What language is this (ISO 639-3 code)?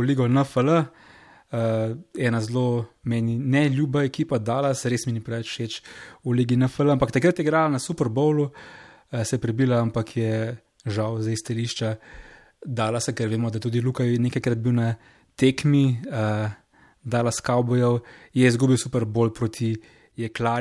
slv